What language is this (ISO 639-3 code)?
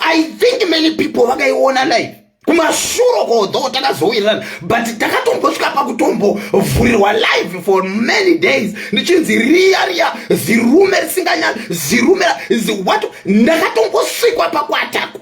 sna